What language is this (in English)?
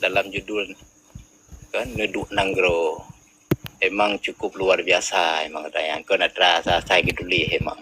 Achinese